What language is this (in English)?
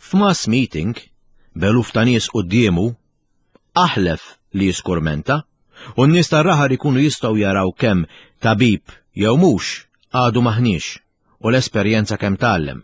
Maltese